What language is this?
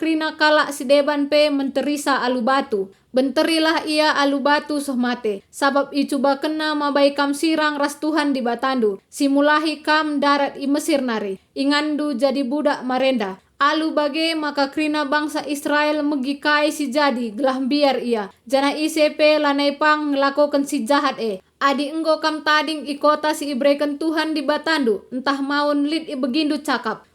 Batak Karo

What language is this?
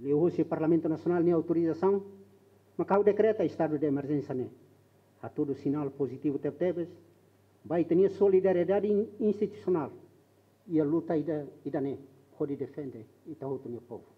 Tetum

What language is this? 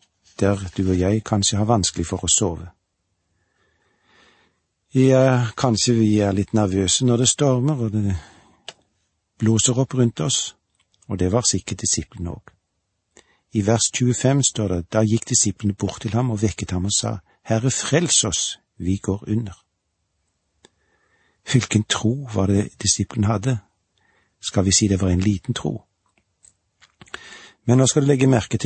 Norwegian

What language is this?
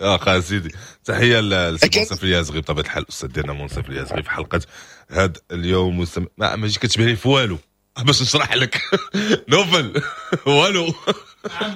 Moroccan Arabic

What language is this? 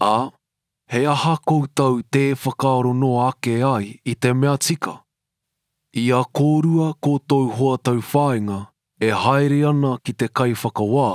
Māori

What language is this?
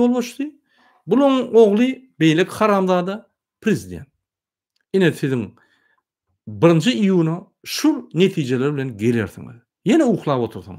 Turkmen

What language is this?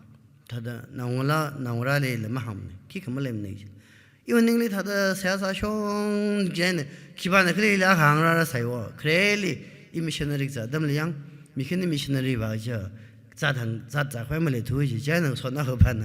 Tangkhul Naga (India)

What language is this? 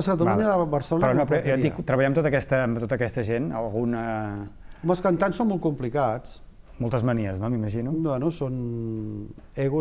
Catalan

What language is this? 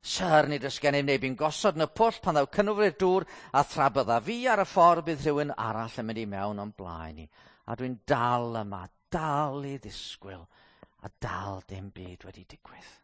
Welsh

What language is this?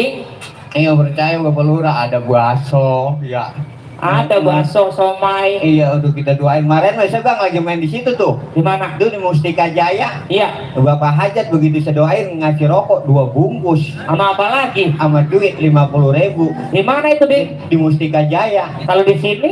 Betawi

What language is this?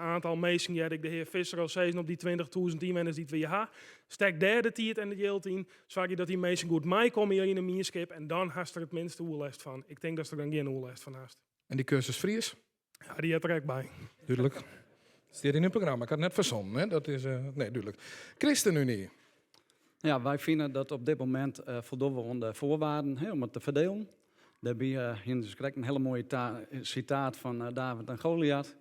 Western Frisian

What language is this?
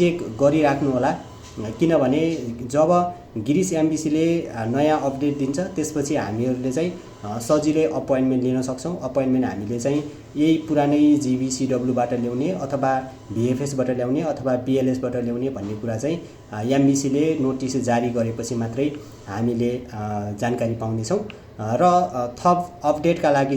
Nepali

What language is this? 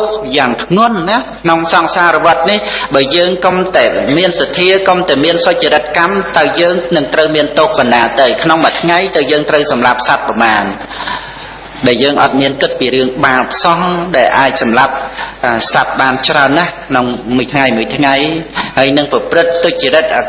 Khmer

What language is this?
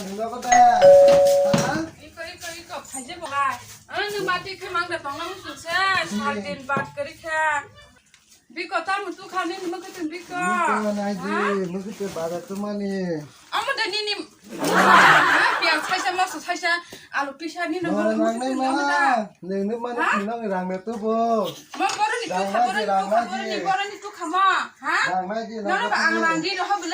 Kok Borok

